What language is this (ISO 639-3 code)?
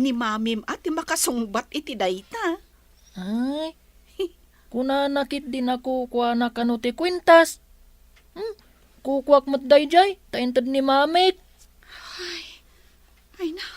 ilo